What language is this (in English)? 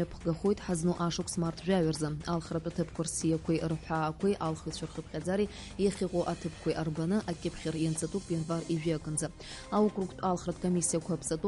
Abkhazian